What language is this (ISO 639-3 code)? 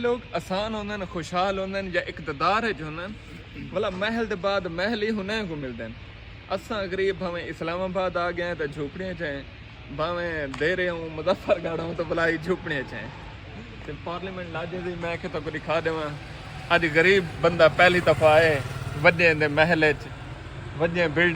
skr